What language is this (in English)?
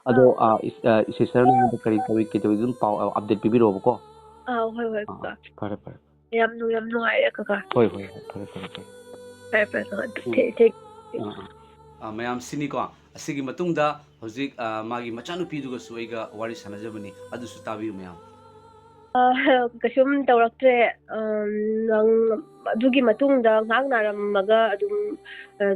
Manipuri